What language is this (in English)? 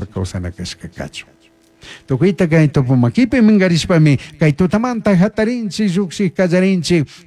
Chimborazo Highland Quichua